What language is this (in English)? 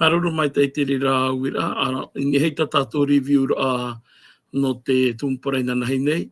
Tahitian